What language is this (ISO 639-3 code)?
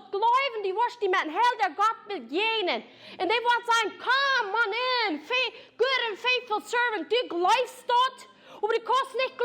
pdt